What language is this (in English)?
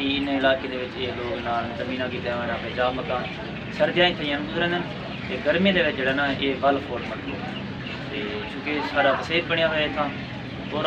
Saraiki